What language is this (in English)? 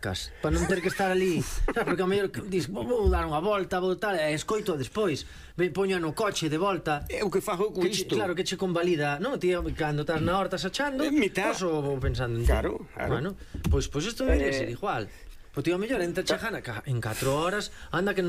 Galician